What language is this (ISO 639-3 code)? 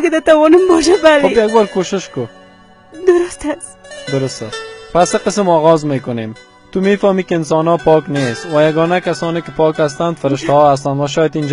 tgk